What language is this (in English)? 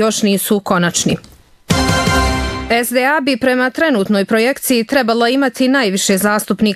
Bosnian